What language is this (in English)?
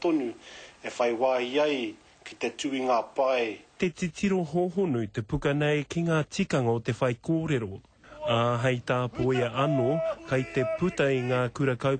Māori